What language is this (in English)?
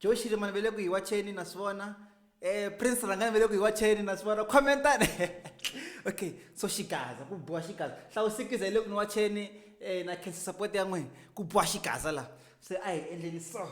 Tsonga